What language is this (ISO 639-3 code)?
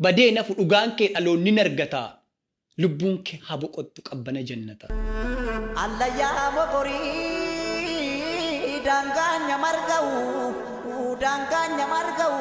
orm